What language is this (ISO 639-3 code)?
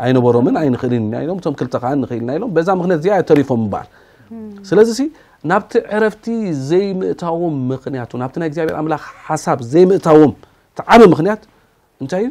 tir